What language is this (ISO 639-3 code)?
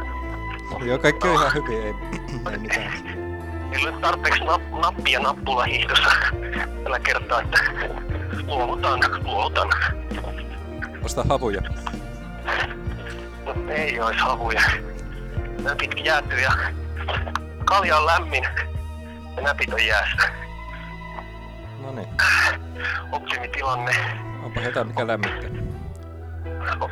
fin